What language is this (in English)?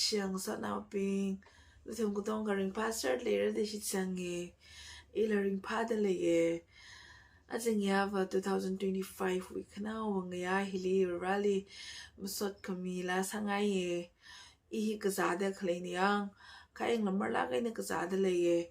Tangkhul Naga (India)